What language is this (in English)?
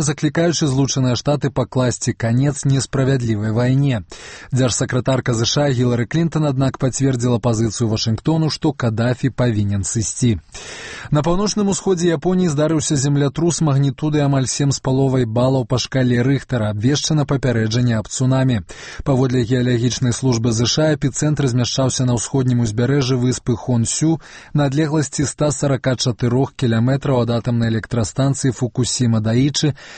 Belarusian